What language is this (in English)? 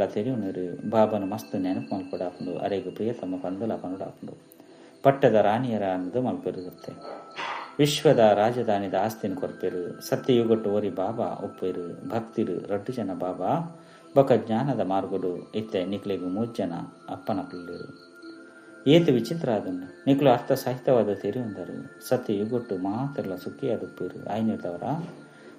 Tulu